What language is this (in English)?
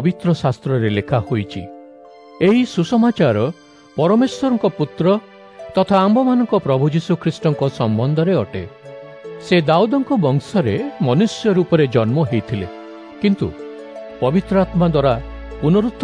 Odia